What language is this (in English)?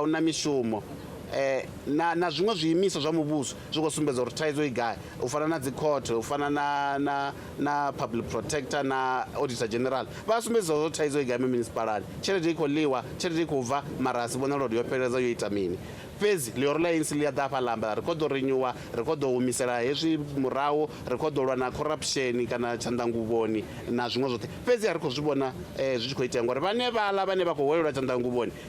Venda